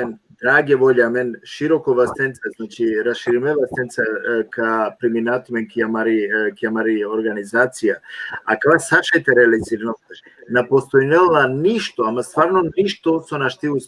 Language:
Balkan Romani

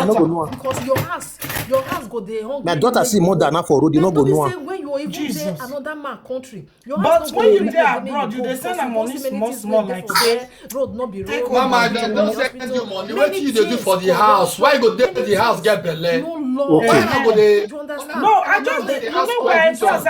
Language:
Nigerian Pidgin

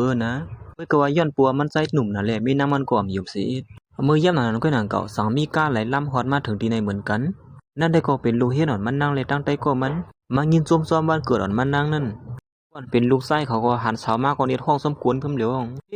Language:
Shan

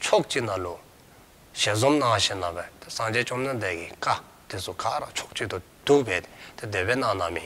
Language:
Dzongkha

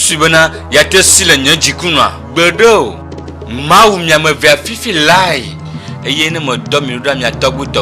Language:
Ewe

